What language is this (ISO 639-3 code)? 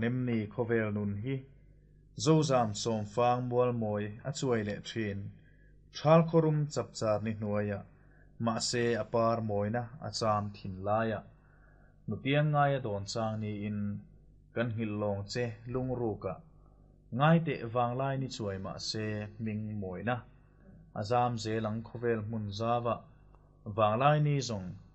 lus